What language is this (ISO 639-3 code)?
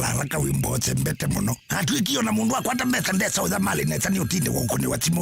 kam